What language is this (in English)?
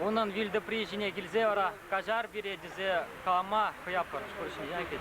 Chuvash